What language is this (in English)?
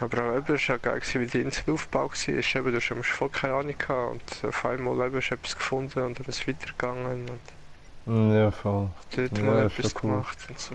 Swiss German